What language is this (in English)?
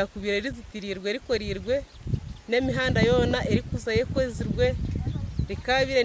Nyankole